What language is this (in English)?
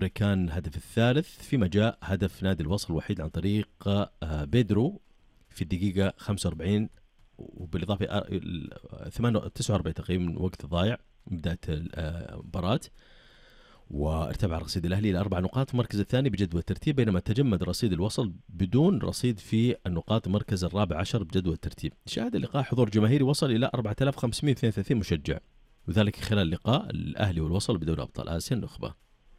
Arabic